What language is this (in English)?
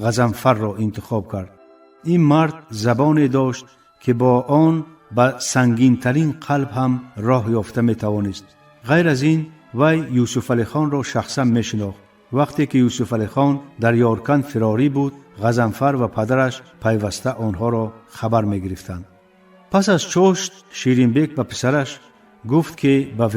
Tajik